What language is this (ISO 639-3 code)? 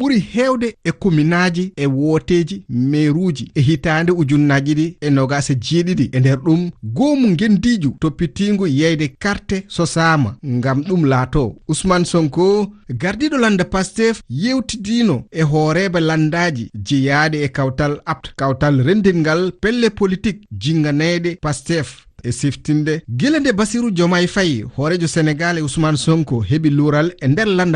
ful